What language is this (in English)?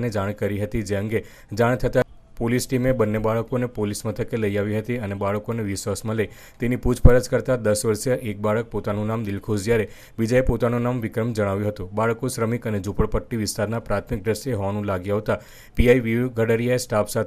Gujarati